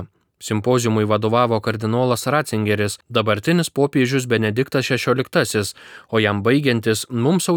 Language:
Lithuanian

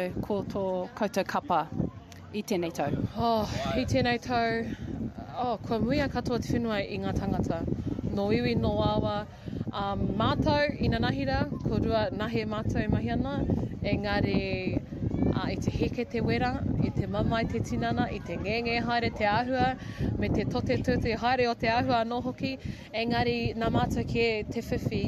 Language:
Māori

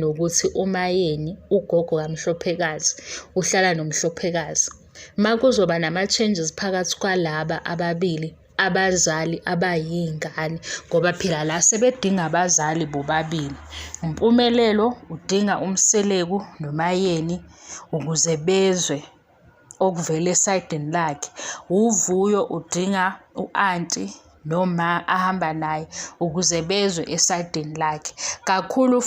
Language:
Zulu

